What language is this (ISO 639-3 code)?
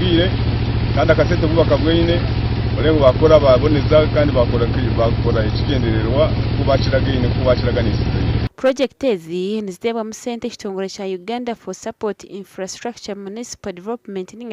nyn